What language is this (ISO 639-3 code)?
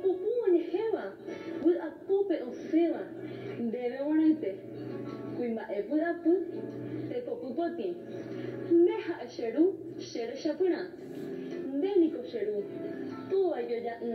grn